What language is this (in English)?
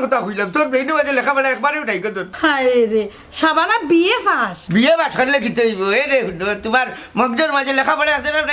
Sylheti